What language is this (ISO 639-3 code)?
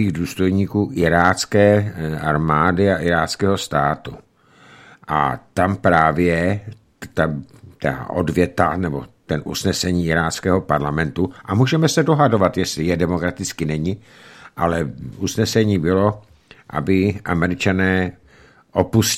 ces